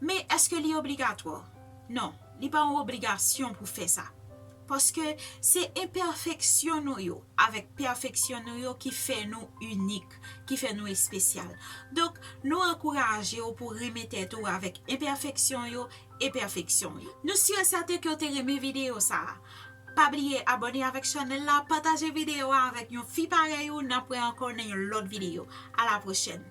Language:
Haitian Creole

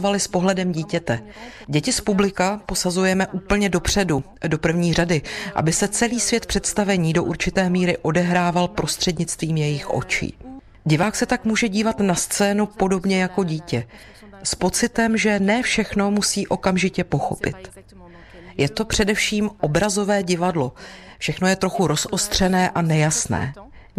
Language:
Czech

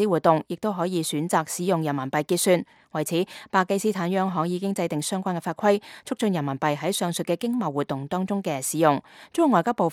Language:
Cantonese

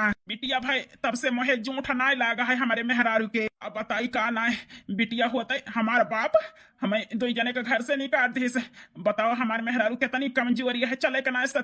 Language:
Awadhi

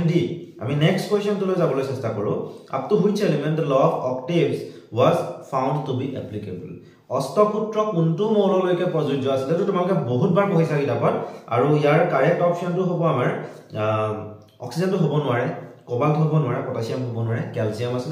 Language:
Assamese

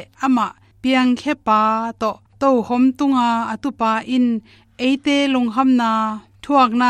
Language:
Tedim Chin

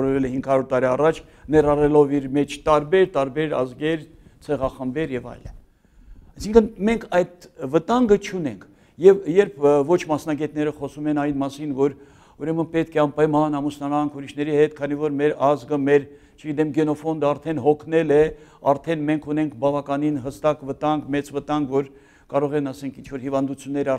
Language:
Armenian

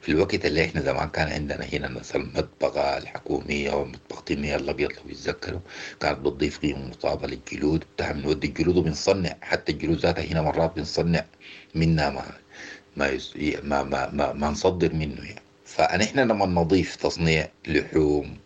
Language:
Sudanese Arabic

